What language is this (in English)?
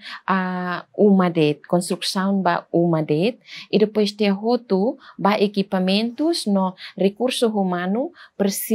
Tetum